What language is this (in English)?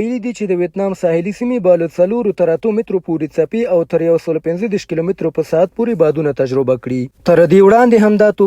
Pashto